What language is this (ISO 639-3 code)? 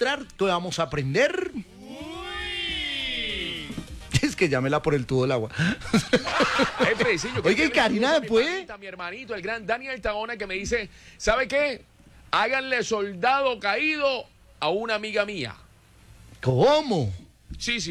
spa